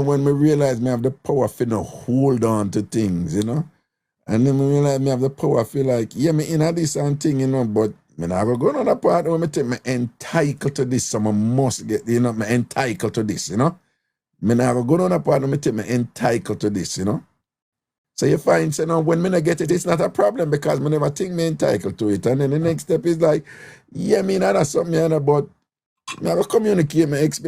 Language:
Jamaican Creole English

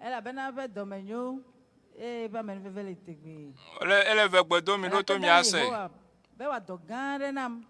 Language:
Ewe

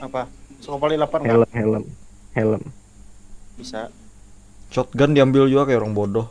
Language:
Banjar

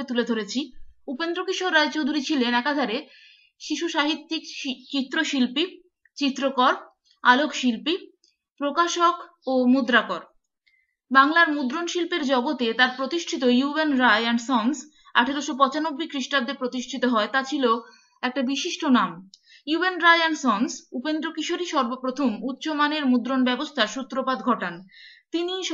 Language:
Bangla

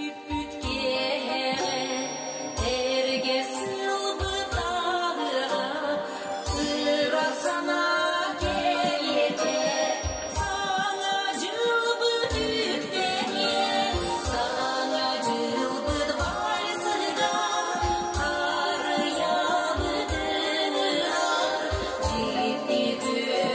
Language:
Yakut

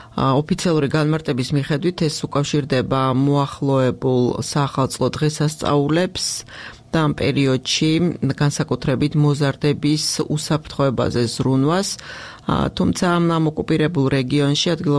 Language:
Georgian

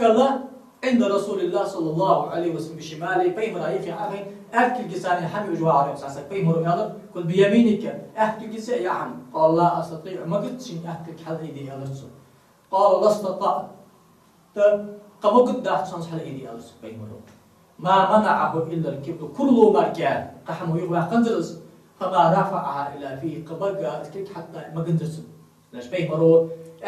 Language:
Ingush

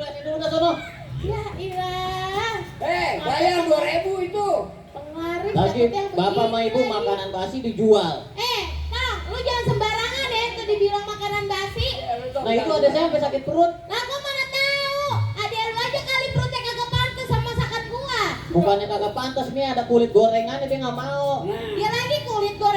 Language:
Betawi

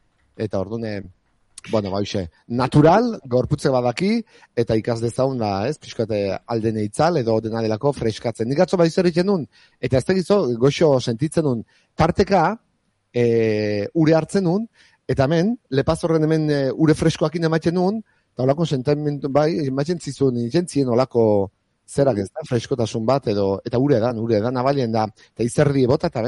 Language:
Basque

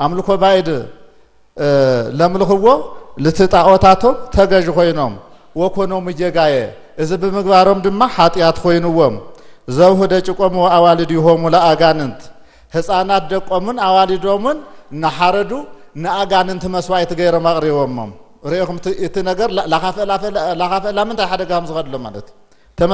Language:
Tigrinya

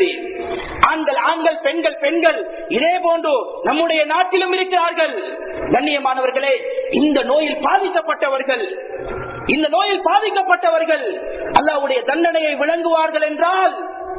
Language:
Tamil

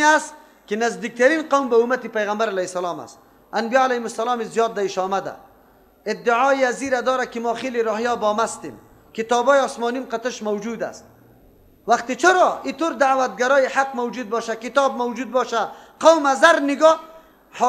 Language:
Persian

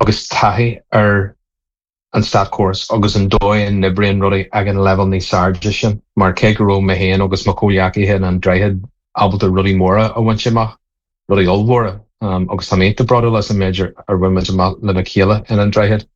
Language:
Irish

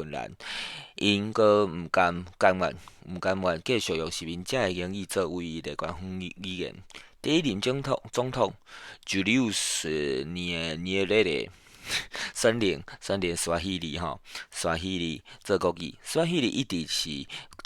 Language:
Min Nan Chinese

